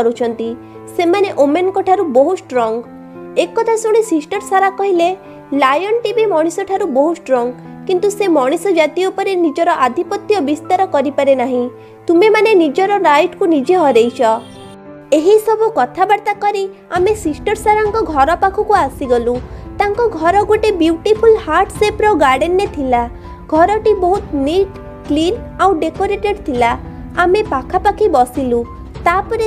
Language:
Odia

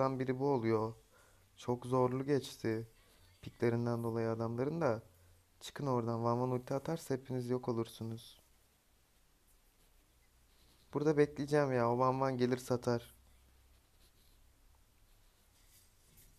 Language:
Turkish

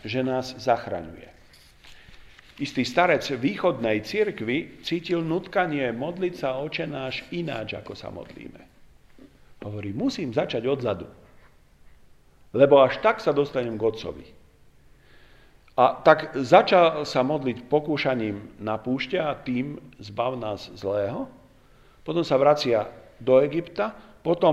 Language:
Slovak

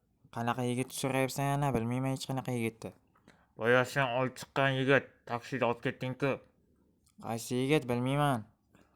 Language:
Uzbek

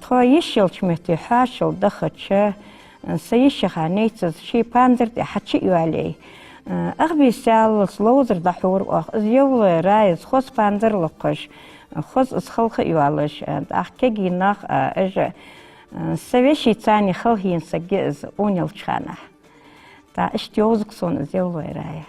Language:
Ingush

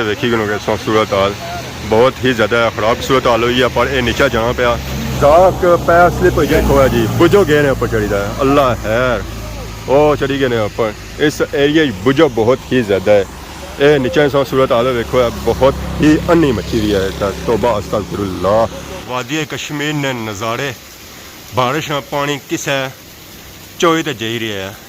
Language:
Pahari-Potwari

